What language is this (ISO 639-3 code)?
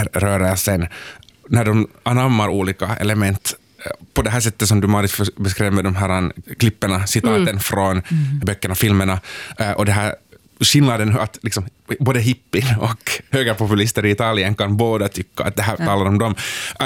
swe